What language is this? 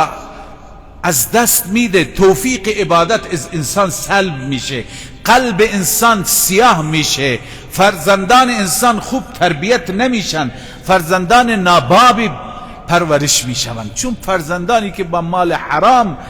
Persian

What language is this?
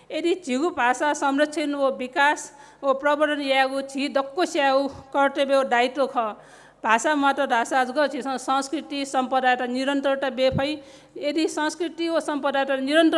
Newari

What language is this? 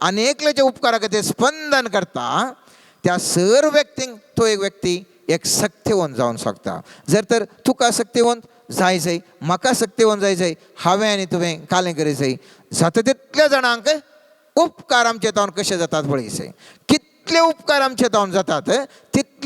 Konkani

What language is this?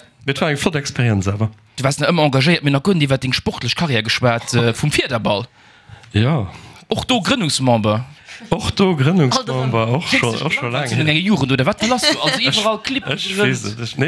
Luxembourgish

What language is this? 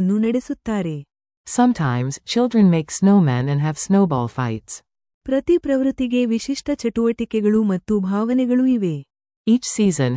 Kannada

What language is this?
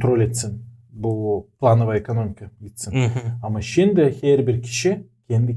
Gagauz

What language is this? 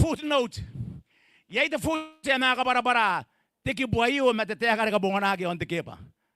Gilbertese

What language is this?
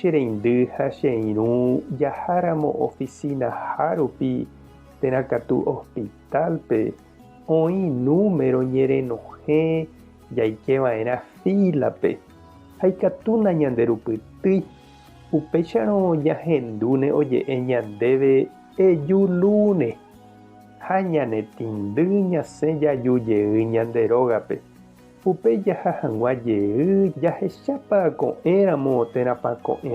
Guarani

